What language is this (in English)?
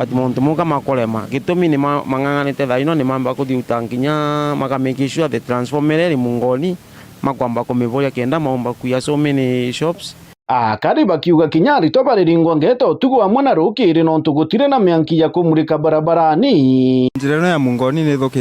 Meru